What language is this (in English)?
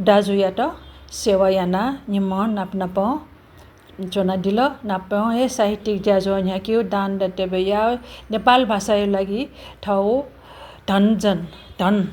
Newari